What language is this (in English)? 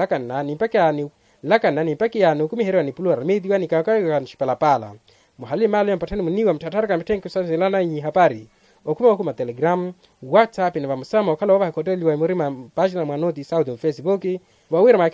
Makhuwa